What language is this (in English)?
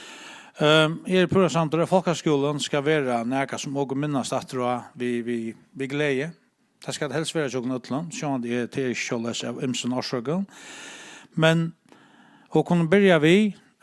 Faroese